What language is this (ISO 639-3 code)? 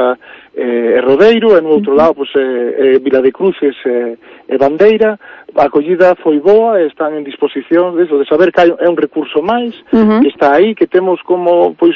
glg